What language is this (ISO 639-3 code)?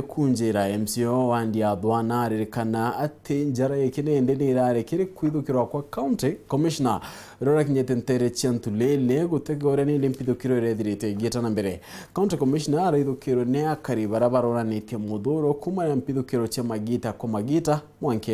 mer